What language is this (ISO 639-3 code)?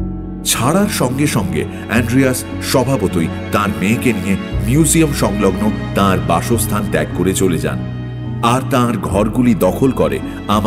ben